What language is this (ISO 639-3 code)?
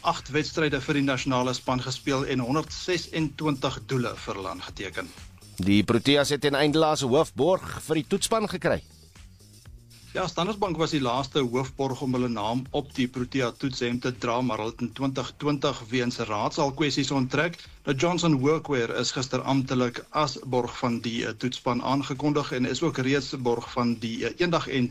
afr